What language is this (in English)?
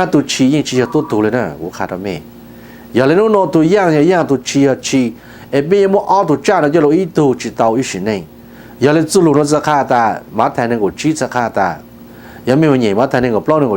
Hmong